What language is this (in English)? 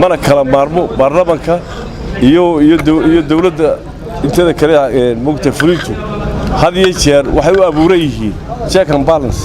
Somali